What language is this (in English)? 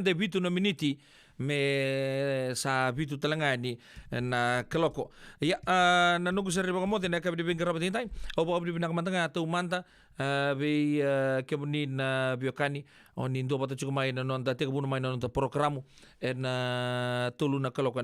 Fijian